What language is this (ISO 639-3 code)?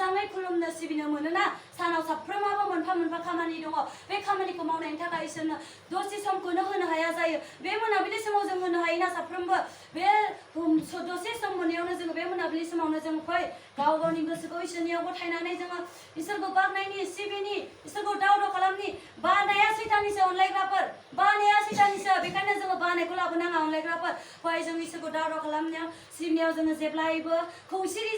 brx